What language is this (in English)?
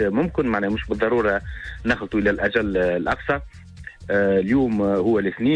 Tunisian Arabic